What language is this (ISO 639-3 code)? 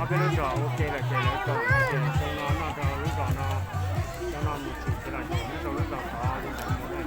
hmn